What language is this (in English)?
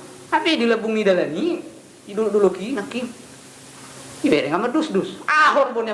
Batak Toba